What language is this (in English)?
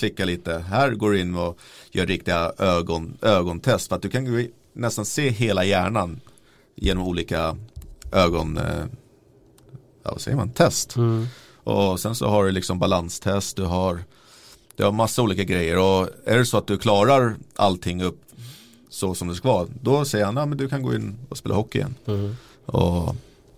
Swedish